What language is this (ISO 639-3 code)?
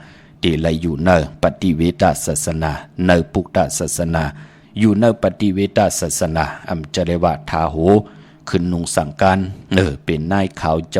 shn